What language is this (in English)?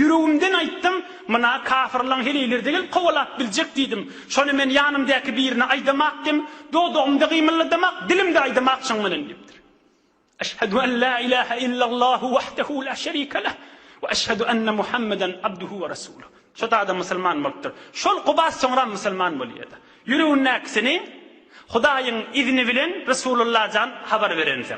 Turkmen